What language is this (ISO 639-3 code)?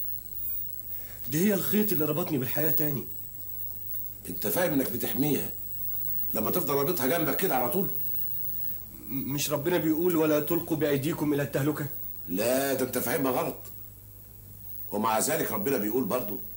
arz